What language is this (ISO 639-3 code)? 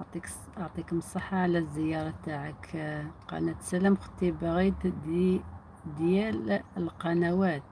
arq